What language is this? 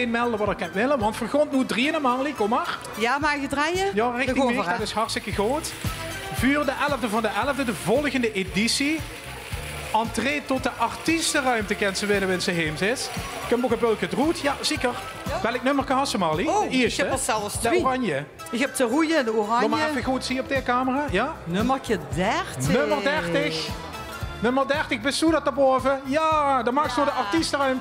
Limburgish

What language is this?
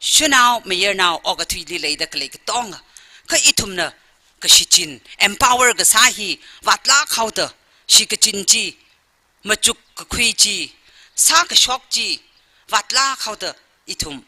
Tangkhul Naga (India)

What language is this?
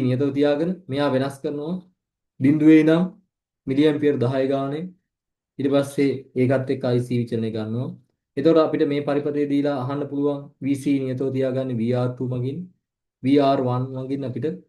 Sinhala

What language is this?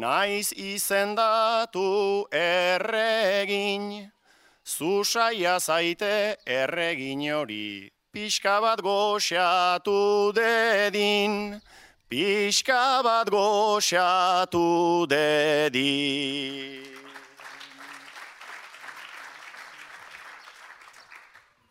Basque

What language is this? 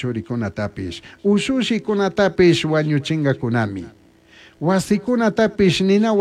Chimborazo Highland Quichua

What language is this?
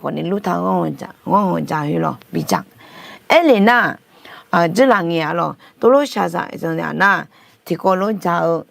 Akha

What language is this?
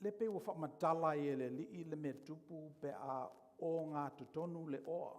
Samoan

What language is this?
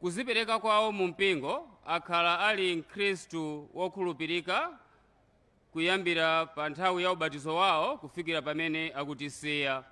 Nyanja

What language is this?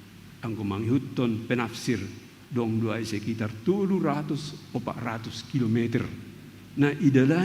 Batak Simalungun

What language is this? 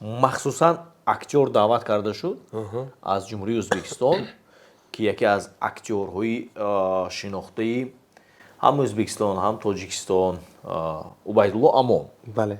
Tajik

